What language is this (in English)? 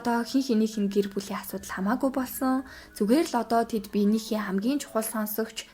Mongolian